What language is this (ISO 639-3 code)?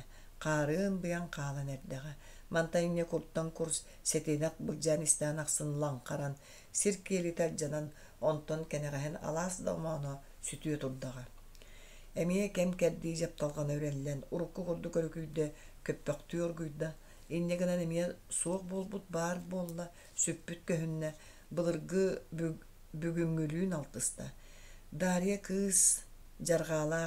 sah